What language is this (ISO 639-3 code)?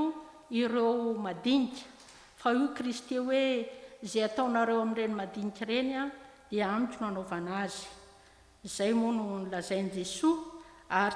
mlg